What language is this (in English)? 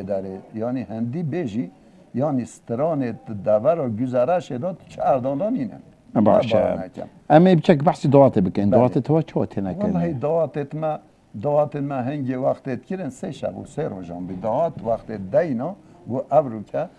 Kurdish